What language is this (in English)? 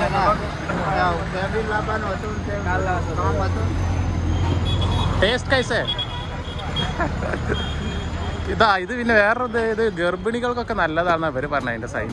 Malayalam